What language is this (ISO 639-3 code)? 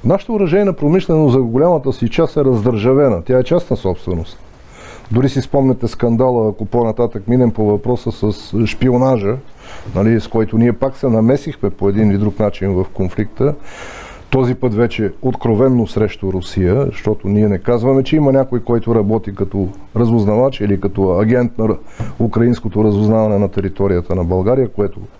bul